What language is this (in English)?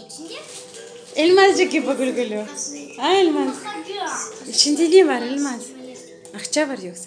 Crimean Tatar